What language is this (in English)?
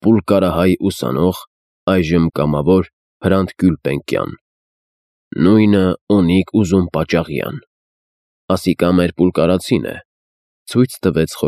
Armenian